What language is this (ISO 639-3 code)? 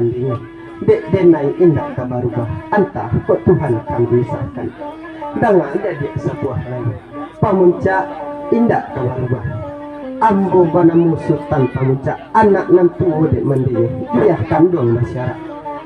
min